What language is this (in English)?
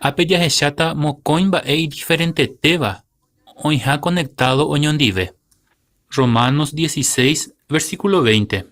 Guarani